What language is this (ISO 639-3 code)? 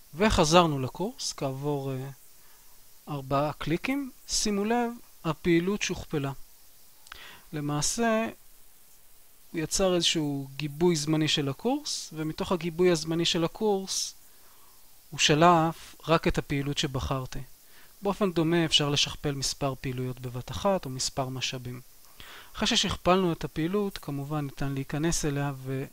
heb